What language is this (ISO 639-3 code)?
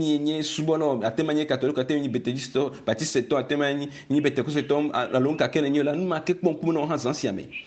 ewe